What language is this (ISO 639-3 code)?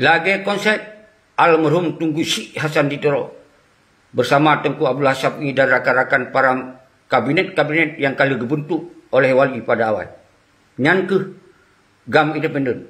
ace